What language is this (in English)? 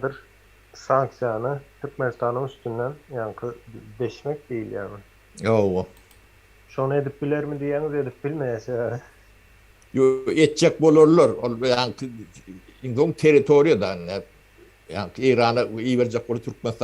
Turkmen